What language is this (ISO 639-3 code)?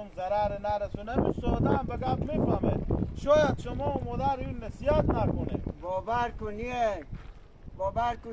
haz